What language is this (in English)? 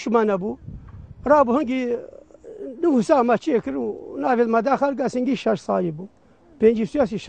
Kurdish